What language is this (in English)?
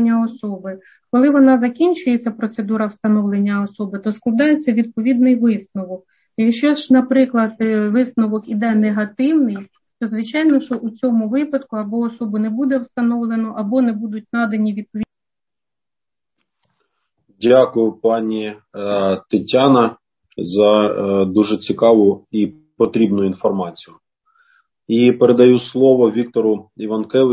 Ukrainian